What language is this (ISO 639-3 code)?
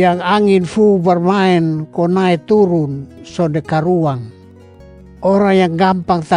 mkn